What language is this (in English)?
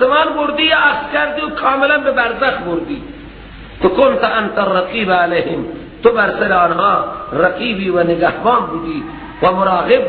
Persian